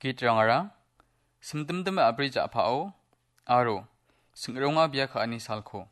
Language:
Garo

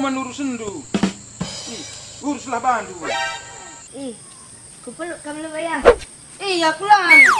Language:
Batak Karo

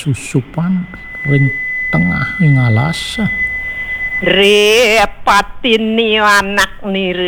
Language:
Balinese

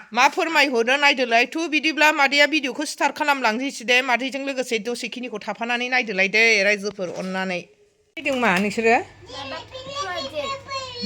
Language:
Bodo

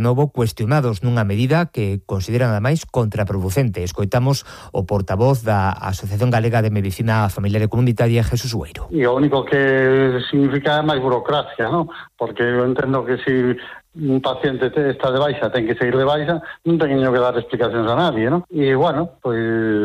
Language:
Galician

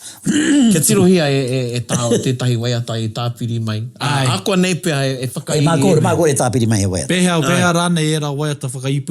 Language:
Māori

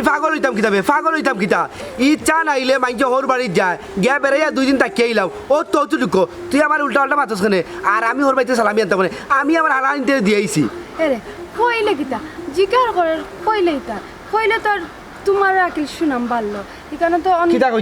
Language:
Sylheti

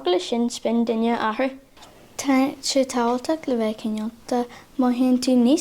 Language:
Irish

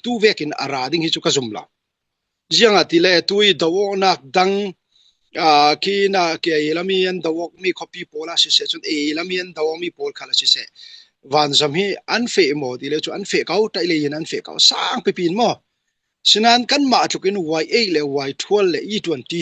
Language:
Falam Chin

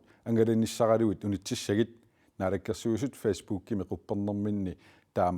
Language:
Kalaallisut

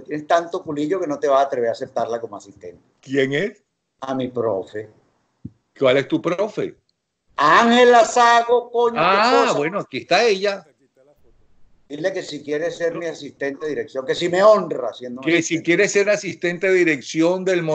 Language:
Spanish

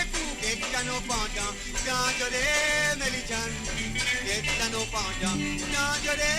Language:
Morisyen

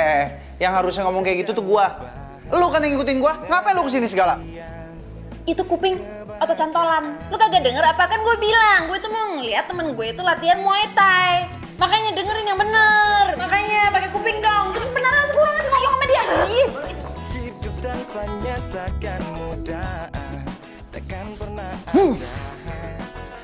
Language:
Indonesian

